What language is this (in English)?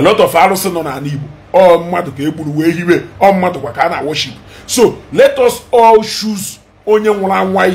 Igbo